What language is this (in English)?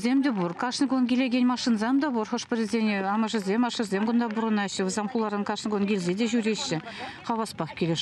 Chuvash